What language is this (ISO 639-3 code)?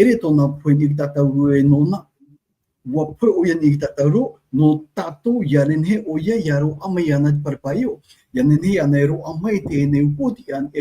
tah